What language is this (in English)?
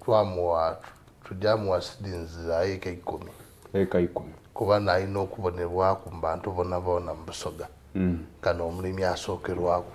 Soga